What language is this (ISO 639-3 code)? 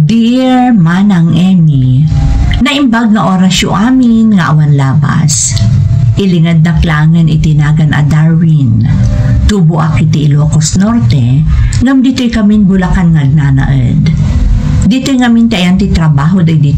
ilo